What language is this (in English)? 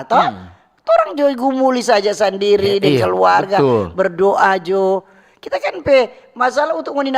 Manado Malay